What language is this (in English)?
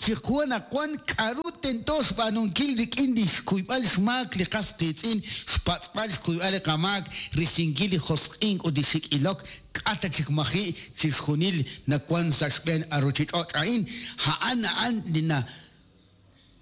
Kekchí